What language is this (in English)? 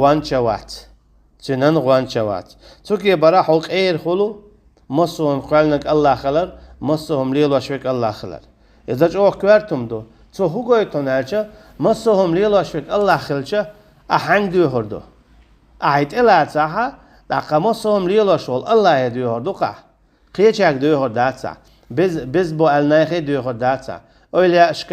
Chechen